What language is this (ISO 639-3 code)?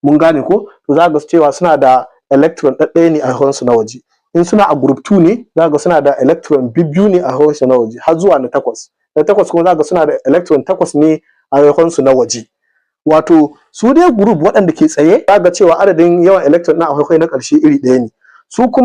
hau